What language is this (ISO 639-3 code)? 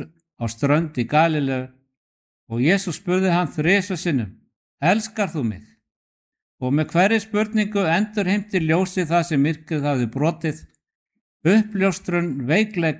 isl